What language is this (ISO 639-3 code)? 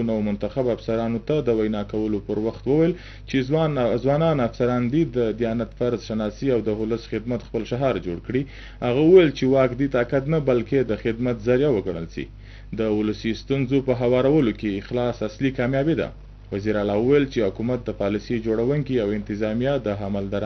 pus